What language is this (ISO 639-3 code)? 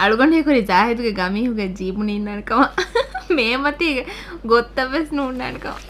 div